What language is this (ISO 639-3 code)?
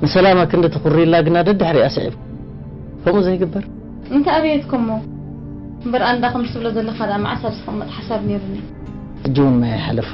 tir